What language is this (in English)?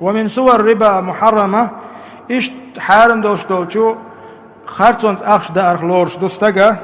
Chechen